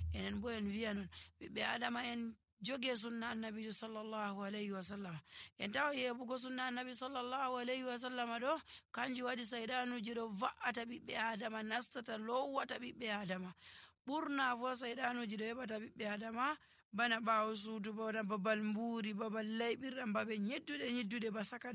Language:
Nigerian Fulfulde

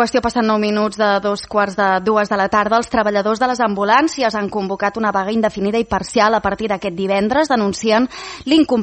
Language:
Catalan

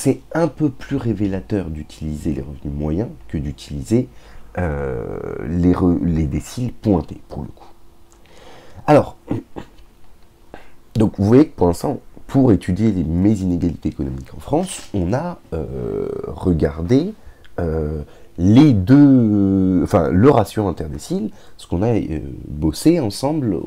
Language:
French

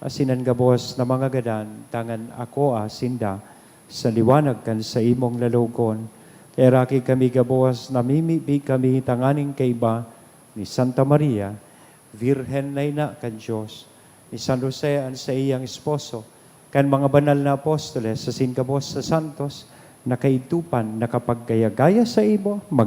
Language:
Bikol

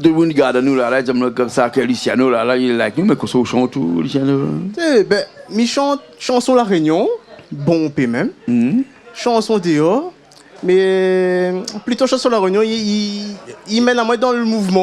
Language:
Réunion Creole French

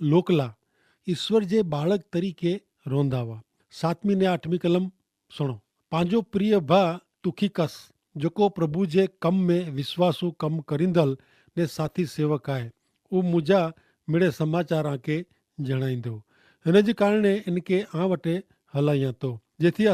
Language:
Kachhi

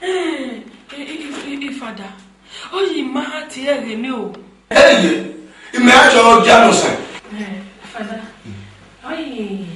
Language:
Esan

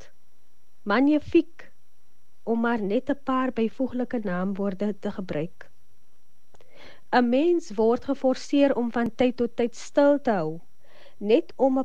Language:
Afrikaans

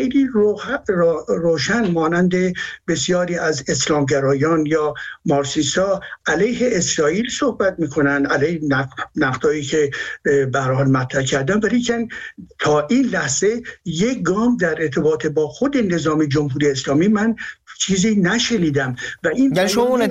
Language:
Persian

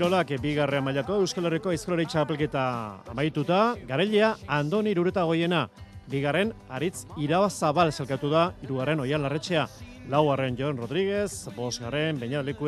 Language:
Basque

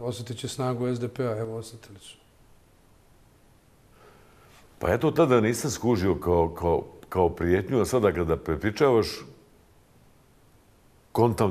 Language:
Bosnian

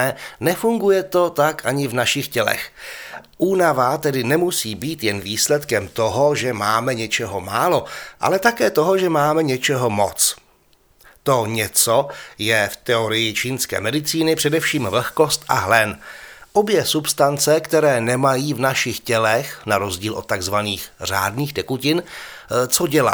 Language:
Czech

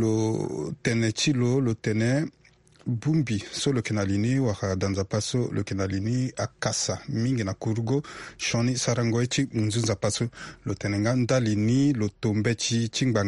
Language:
Sango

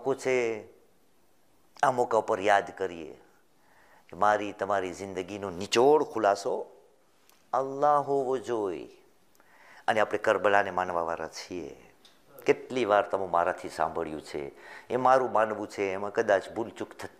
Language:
Gujarati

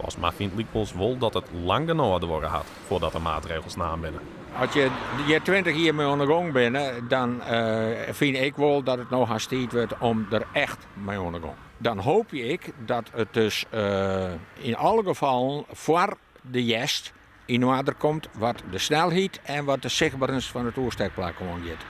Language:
Western Frisian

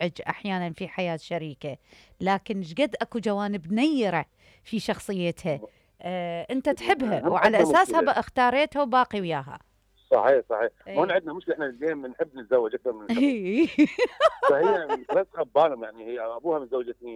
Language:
Mesopotamian Arabic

